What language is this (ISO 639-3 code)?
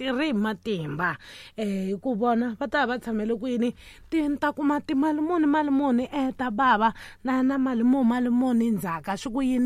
tso